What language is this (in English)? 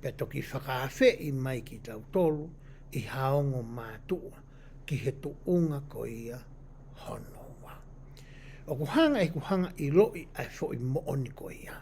Tongan